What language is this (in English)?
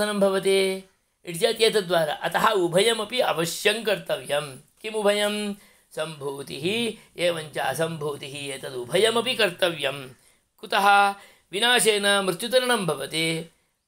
Sanskrit